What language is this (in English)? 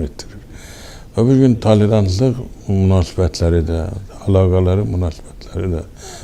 Azerbaijani